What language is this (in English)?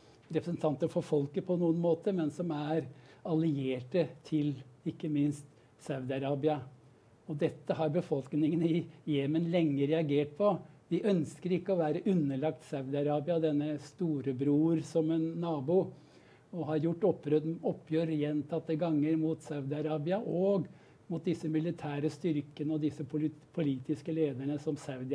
Norwegian